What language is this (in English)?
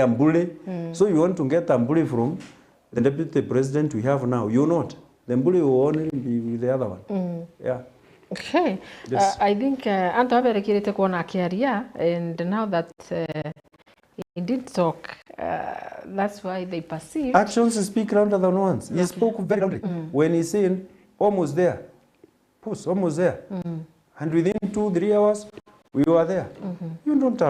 Meru